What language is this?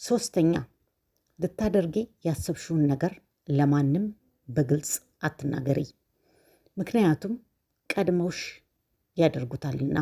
Amharic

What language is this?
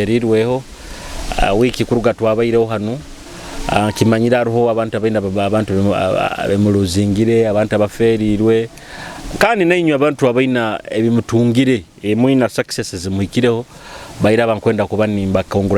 Nyoro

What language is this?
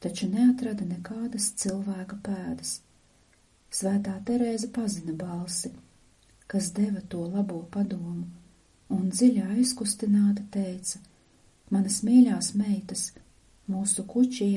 Latvian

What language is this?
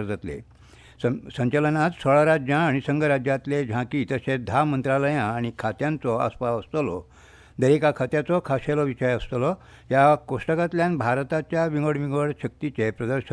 Konkani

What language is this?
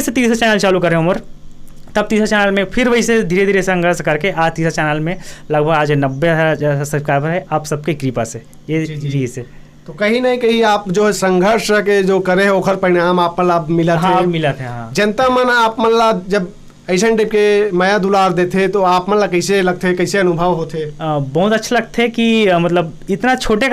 Chhattisgarhi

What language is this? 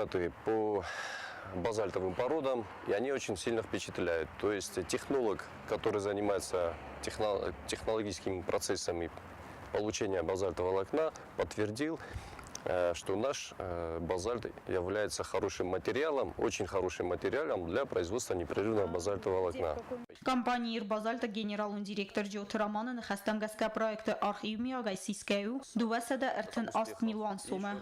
Ossetic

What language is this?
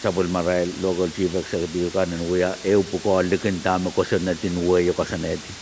Pohnpeian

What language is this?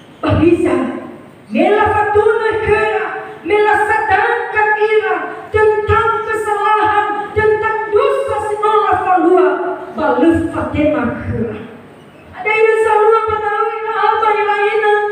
Nias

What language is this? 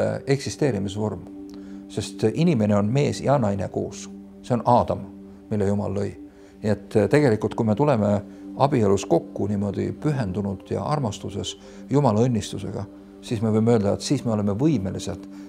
Estonian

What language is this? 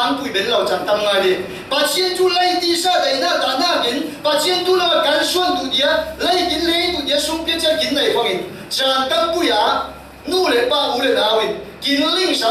Falam Chin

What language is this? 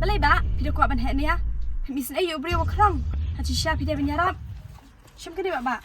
Khasi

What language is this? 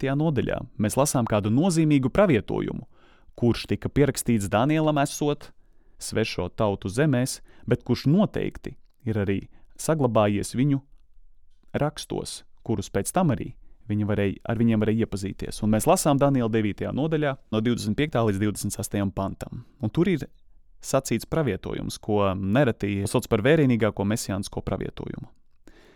Latvian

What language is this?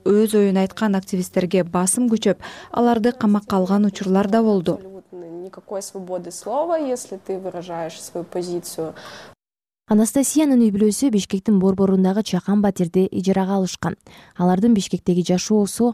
Kyrgyz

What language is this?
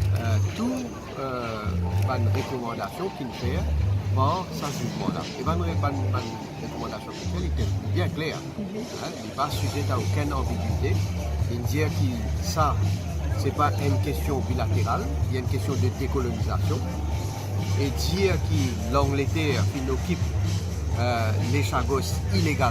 Morisyen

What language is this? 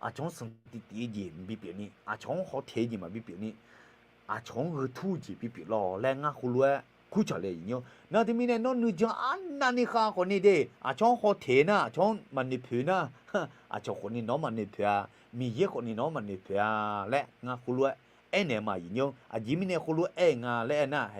Akha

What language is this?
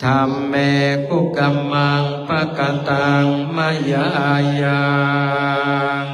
Pali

